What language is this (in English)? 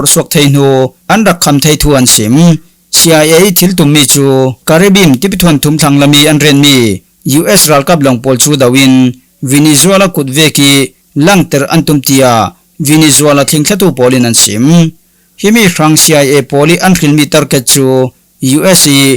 Falam Chin